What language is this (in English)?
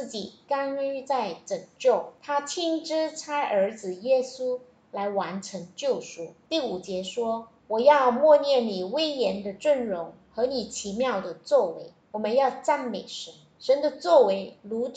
Chinese